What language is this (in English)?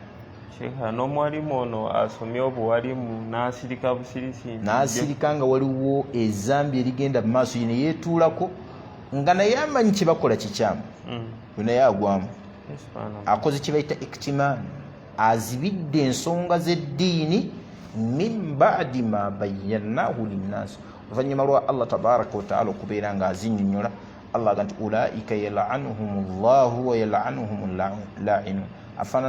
Ganda